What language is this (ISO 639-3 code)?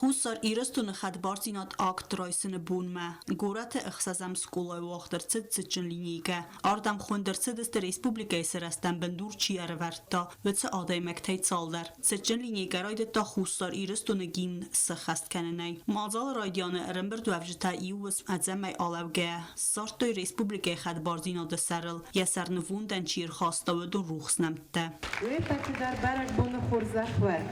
oss